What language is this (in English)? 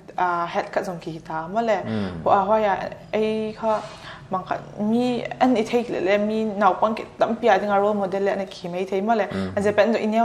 Paite Chin